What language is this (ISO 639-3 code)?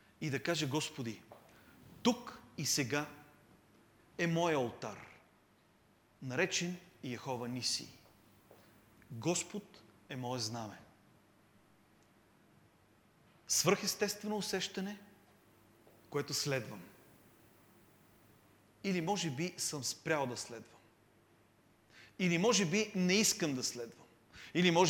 bul